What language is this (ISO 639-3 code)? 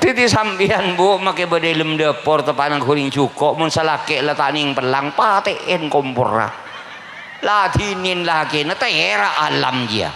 mad